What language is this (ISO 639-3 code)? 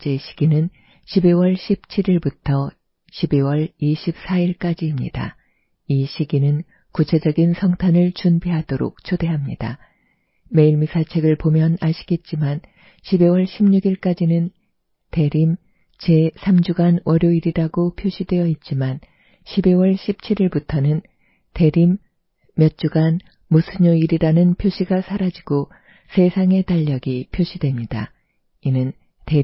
kor